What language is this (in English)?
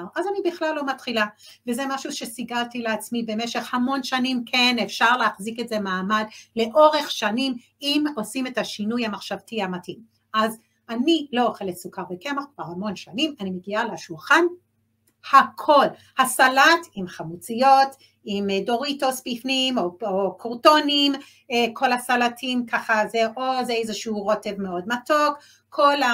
Hebrew